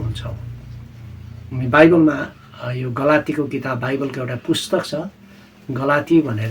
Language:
Nepali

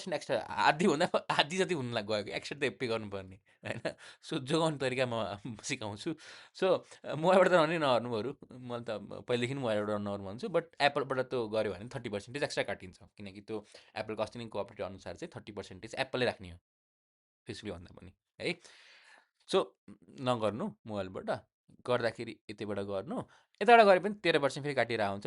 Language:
Nepali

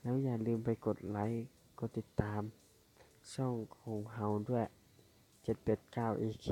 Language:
Lao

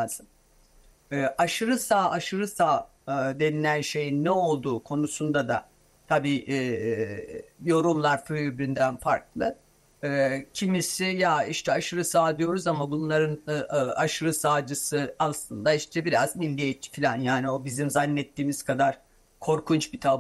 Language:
Turkish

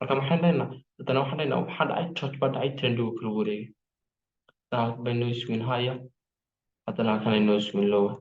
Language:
Somali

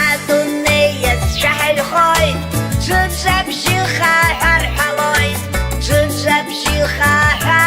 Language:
Abkhazian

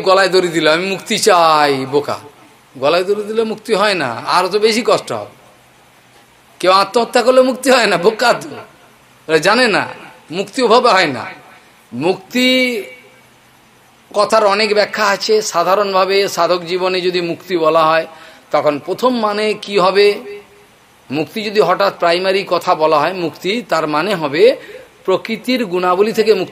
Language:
Bangla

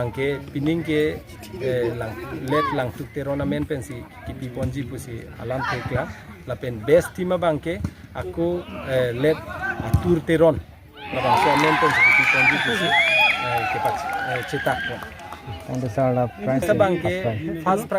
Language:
Karbi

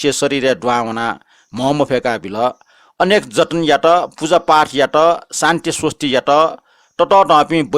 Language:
Newari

